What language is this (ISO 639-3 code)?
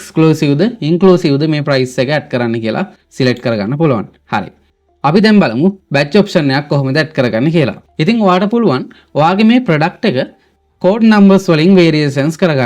sin